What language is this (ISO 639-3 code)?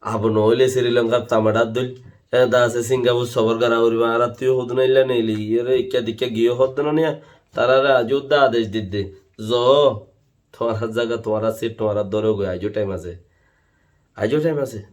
rhg